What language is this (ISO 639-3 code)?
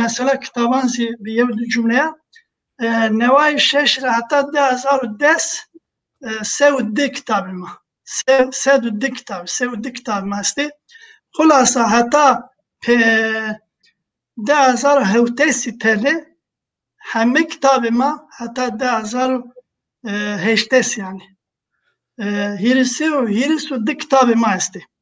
zza